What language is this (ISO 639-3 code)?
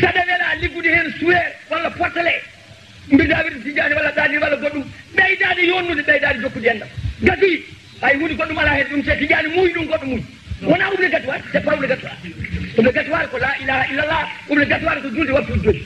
ful